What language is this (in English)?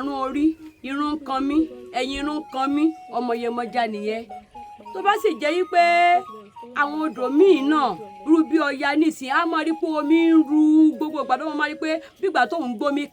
Yoruba